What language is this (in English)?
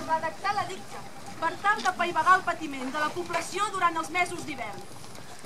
Catalan